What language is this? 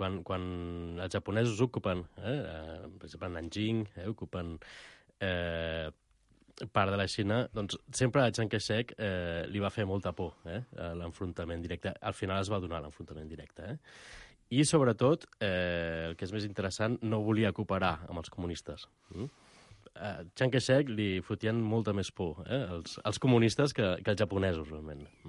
Catalan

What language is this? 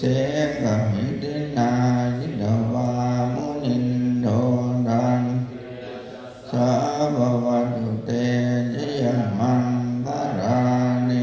Pali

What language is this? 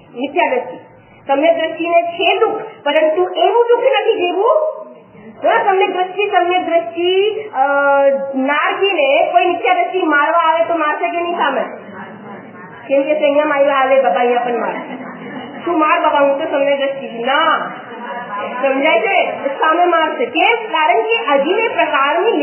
Gujarati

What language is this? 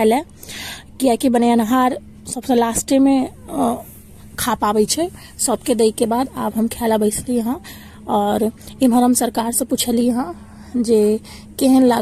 Maithili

